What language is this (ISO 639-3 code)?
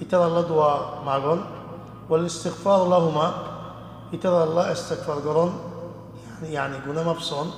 rhg